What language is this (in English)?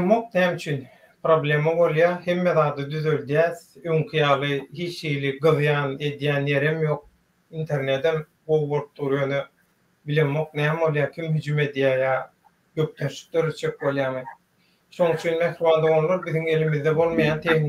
Turkmen